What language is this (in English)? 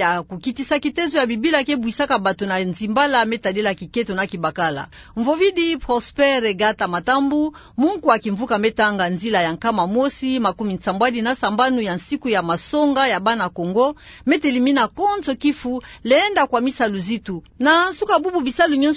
Kituba (Democratic Republic of Congo)